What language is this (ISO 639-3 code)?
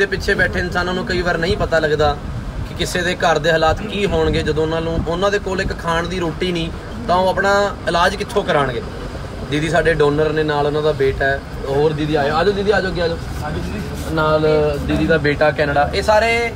pan